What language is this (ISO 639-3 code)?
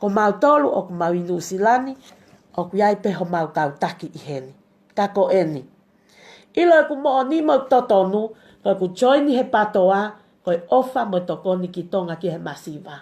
ton